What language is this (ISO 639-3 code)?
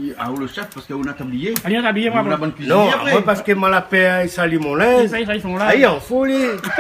rcf